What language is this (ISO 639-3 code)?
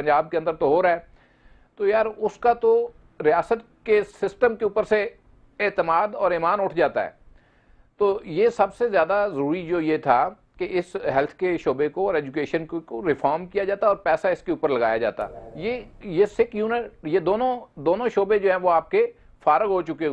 urd